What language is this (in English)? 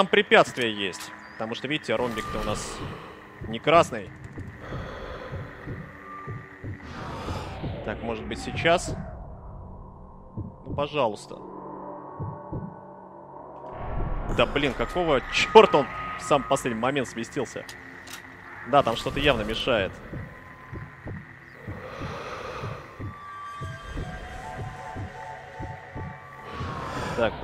Russian